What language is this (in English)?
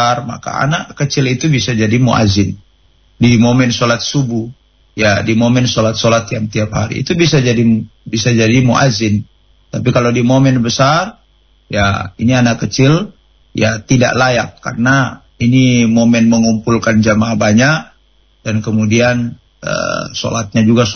Indonesian